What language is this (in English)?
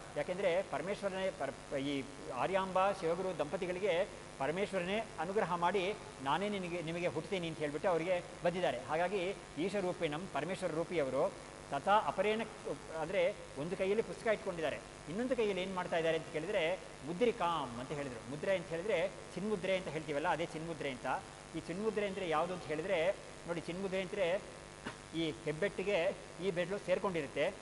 Kannada